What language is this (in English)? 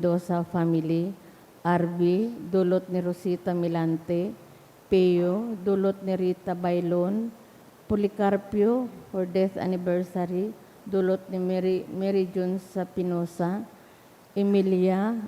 Bikol